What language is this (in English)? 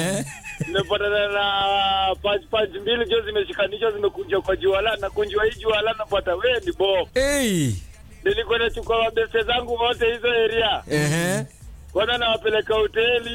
Swahili